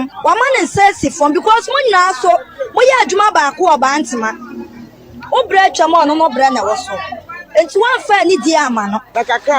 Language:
Akan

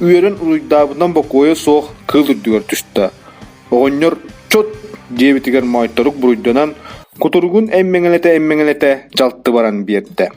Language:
Yakut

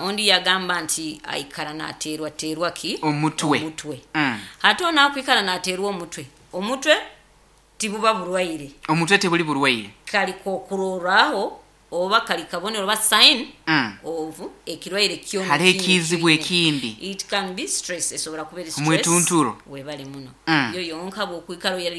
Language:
Nyoro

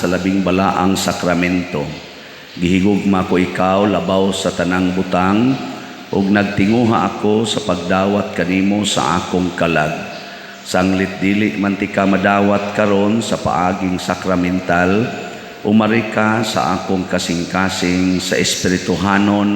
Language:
Cebuano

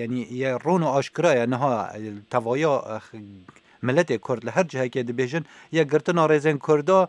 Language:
Kurdish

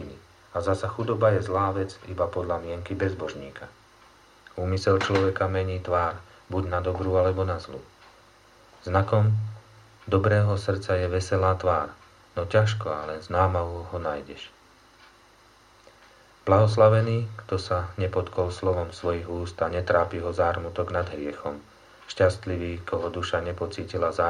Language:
Slovak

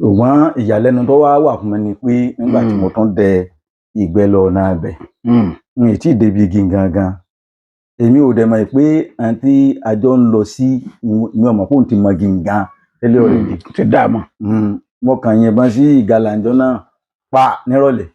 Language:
Yoruba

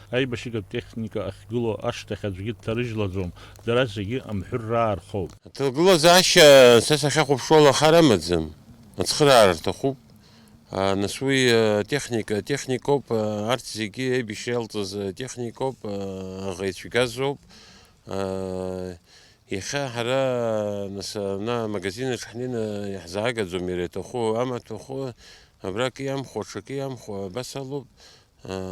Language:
Abkhazian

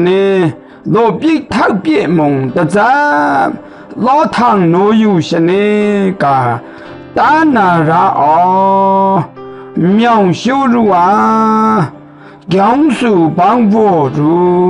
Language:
Maru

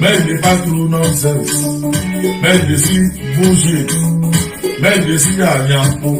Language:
Nigerian Pidgin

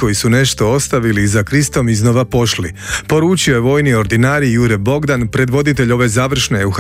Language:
Croatian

